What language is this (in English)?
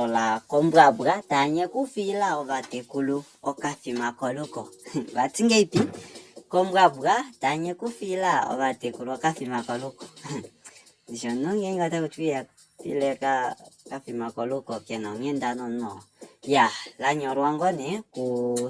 Kuanyama